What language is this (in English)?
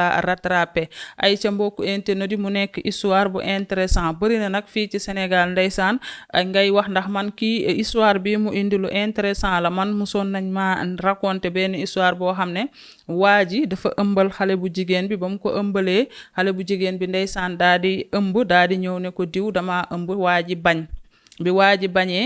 Wolof